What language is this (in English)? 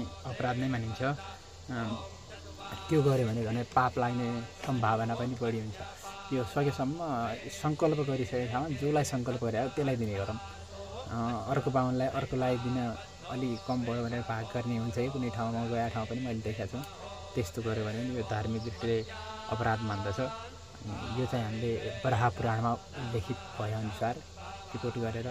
Nepali